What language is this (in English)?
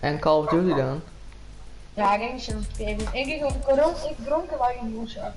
Western Frisian